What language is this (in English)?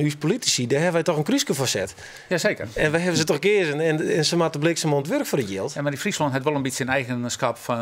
Western Frisian